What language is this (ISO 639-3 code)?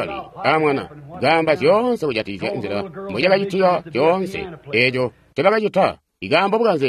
toi